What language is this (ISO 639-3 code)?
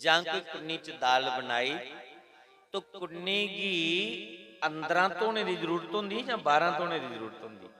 doi